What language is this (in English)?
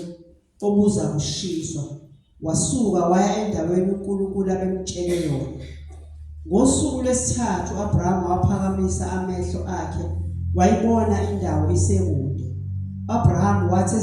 Zulu